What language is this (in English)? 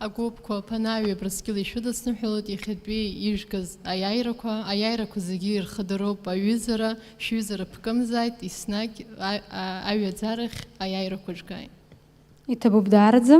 Abkhazian